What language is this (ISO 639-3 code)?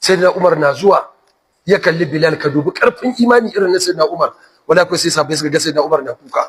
hau